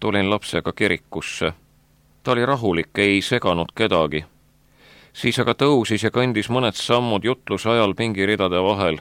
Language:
Estonian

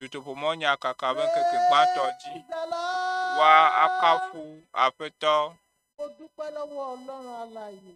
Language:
Ewe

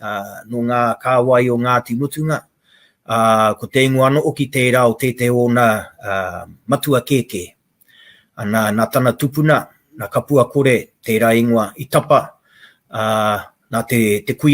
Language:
Māori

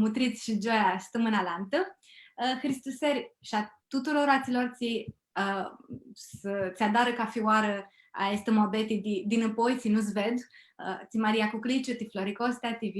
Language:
Aromanian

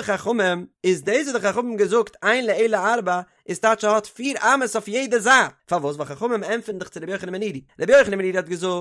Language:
Yiddish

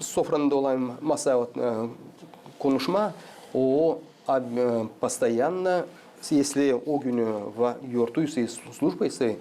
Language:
Gagauz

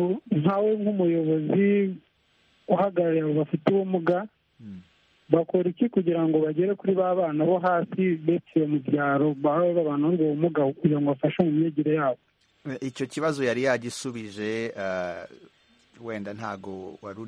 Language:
Kinyarwanda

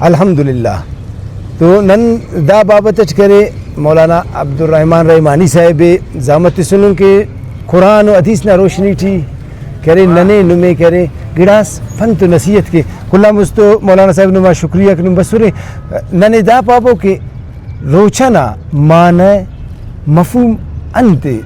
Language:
Brahui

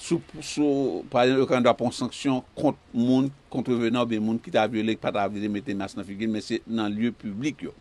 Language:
Haitian Creole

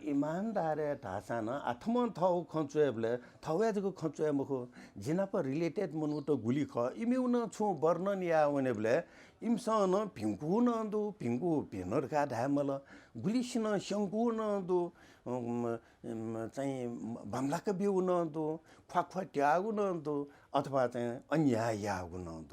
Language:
Newari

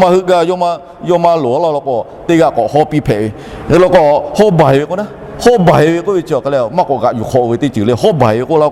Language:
Lahu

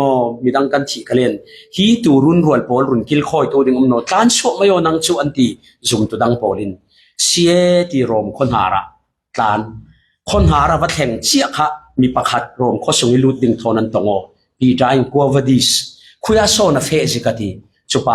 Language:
Falam Chin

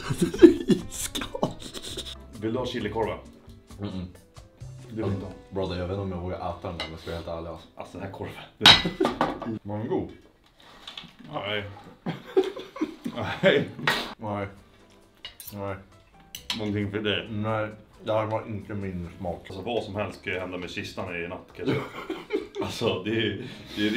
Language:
Swedish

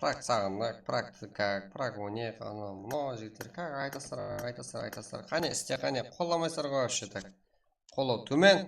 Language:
Kara-Kalpak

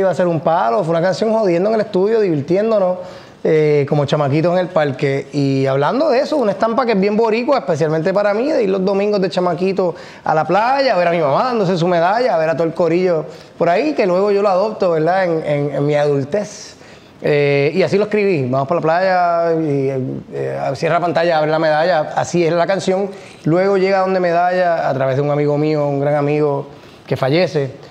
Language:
Spanish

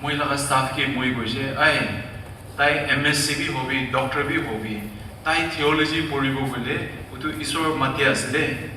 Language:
Naga Pidgin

